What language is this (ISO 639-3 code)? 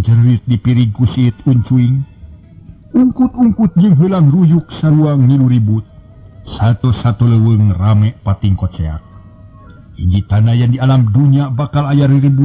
sun